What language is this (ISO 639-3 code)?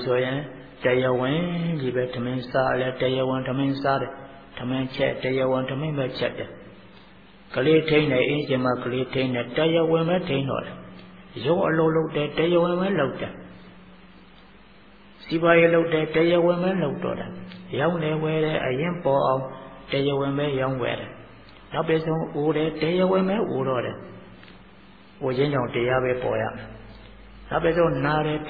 mya